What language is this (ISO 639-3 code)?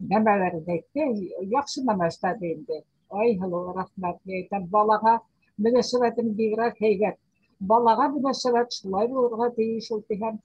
bak